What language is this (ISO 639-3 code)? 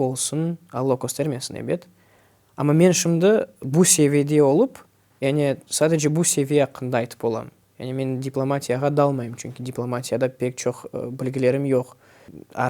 crh